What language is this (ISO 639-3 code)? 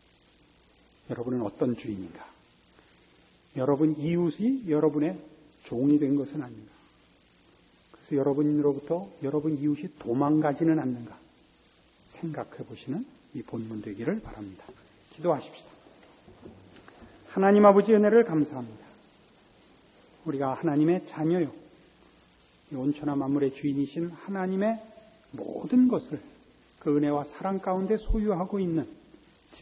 kor